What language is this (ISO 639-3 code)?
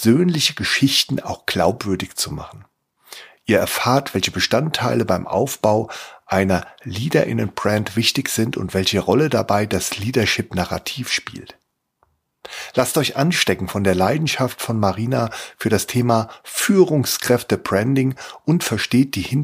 deu